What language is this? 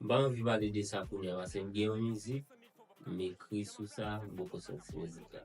Haitian Creole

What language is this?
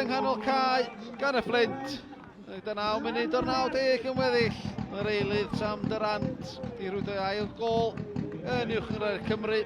Welsh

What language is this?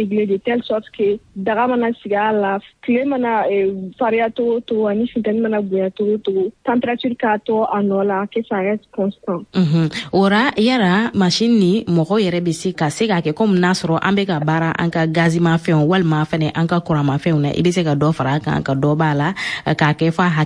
Bambara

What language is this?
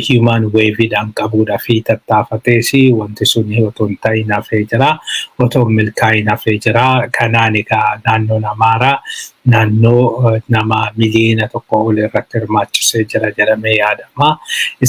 Oromo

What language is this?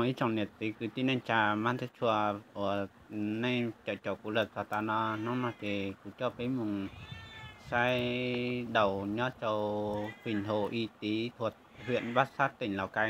Hmong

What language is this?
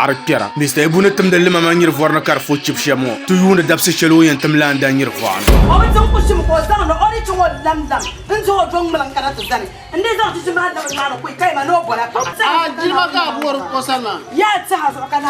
Dagbani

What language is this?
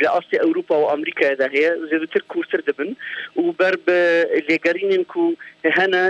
Kurdish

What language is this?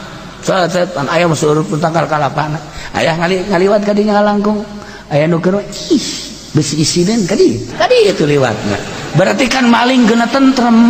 Sundanese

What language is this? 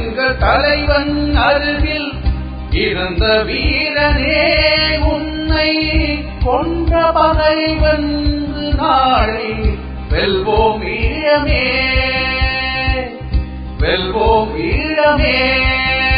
Tamil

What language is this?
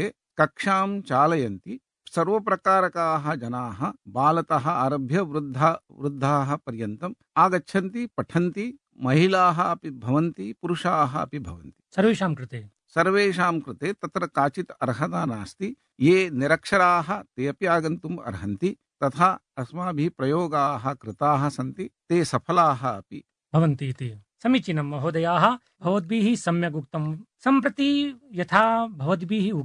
Sanskrit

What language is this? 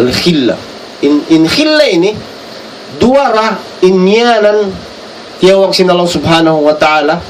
Tausug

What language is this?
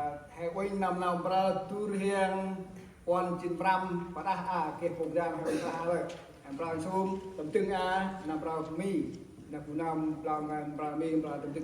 Central Mnong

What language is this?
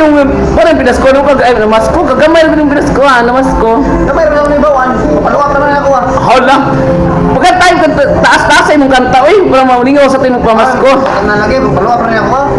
Cebuano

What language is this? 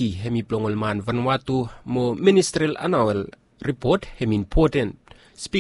Bislama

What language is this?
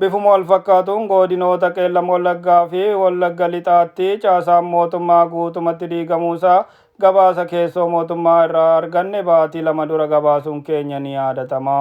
Oromo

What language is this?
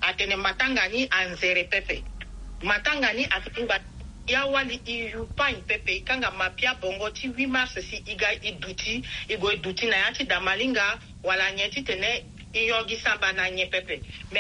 Sango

